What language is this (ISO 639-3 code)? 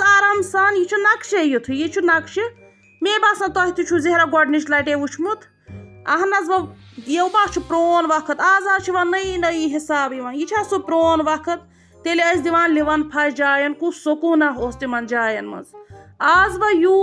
kas